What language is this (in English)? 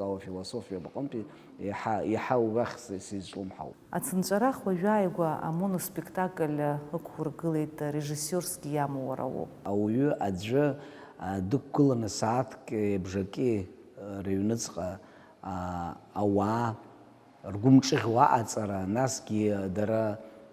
Abkhazian